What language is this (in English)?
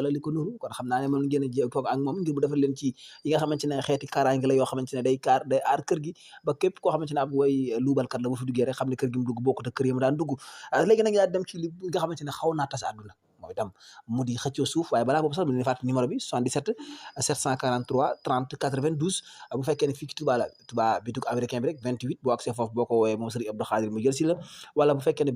Wolof